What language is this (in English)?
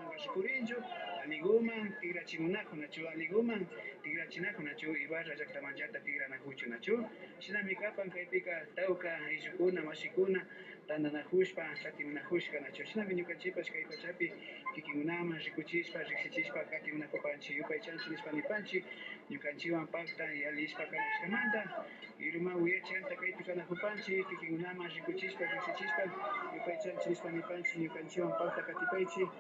Imbabura Highland Quichua